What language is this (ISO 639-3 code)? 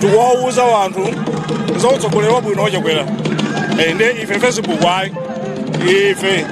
nya